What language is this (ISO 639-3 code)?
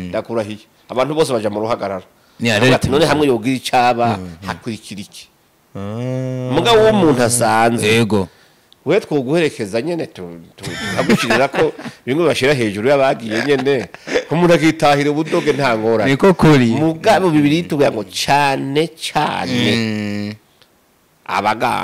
run